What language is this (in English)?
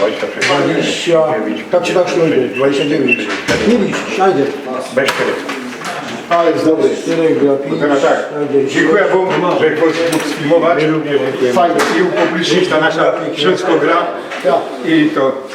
Silesian